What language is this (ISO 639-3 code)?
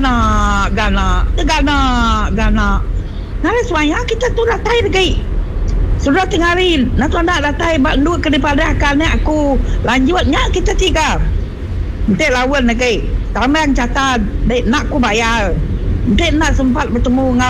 iba